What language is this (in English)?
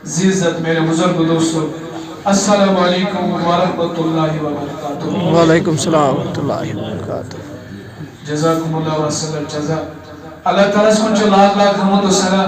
Kashmiri